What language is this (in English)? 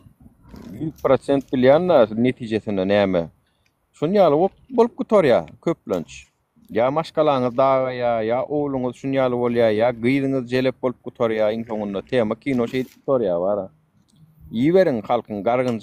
Turkmen